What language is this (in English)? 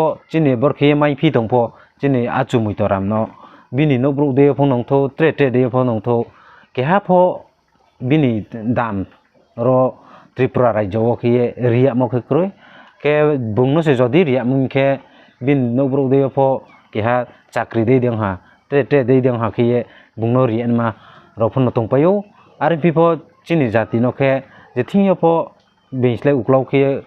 Riang (India)